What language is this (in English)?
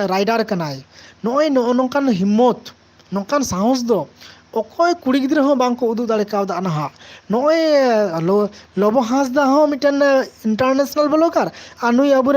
Santali